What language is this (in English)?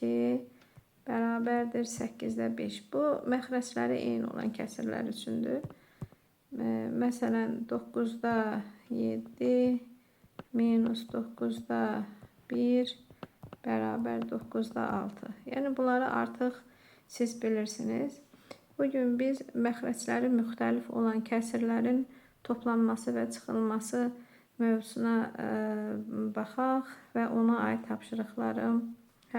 Azerbaijani